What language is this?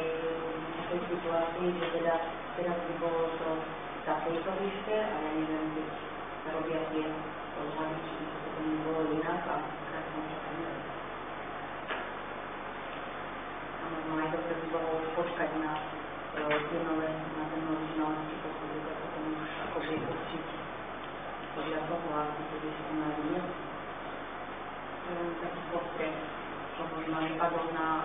Slovak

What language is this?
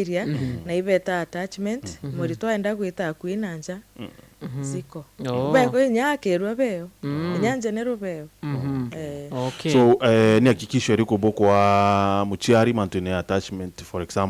Meru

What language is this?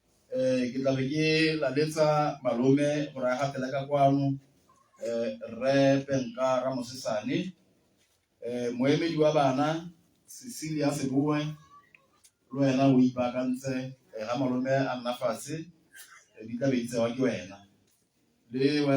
Tswana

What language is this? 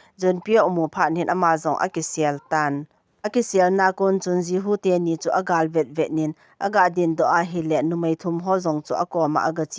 Thado Chin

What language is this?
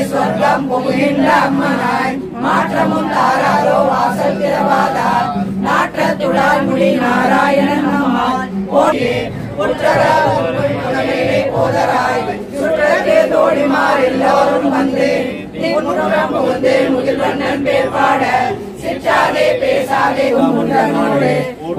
Tamil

